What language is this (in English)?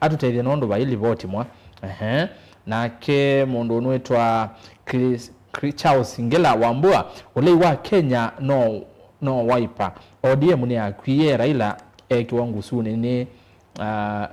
Kamba